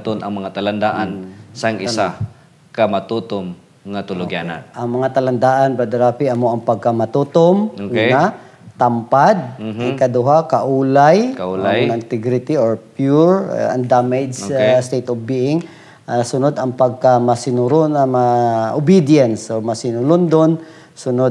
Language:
Hiligaynon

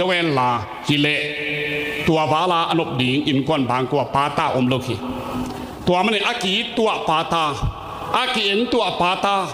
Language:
Tedim Chin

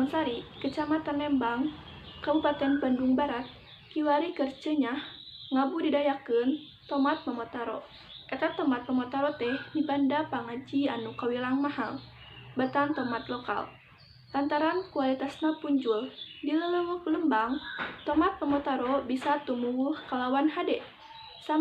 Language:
Sundanese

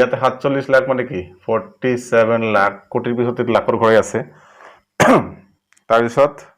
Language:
Assamese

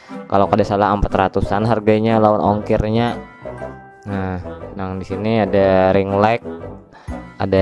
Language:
Banjar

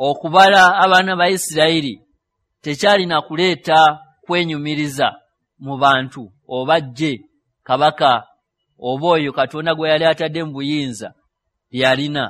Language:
Ganda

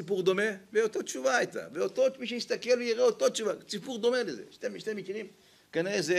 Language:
Hebrew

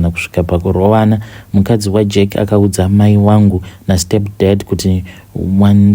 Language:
Shona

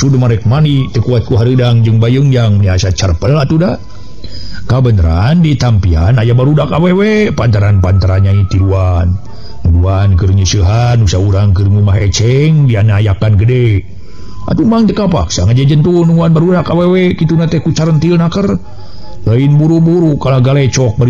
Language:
Sundanese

